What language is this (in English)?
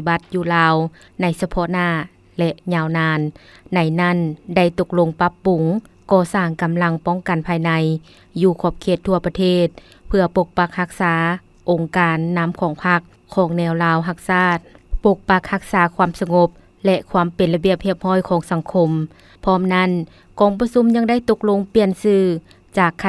Lao